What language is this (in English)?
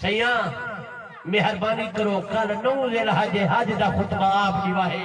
Saraiki